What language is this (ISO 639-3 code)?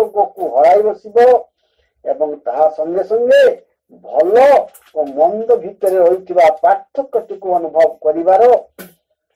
ori